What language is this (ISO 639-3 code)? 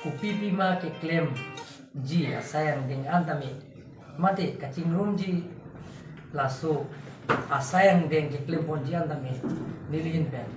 mjw